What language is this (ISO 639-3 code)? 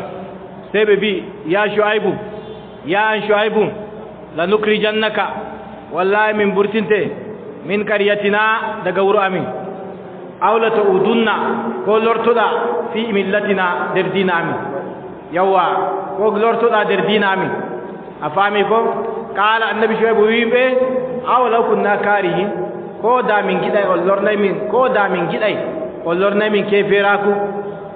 fub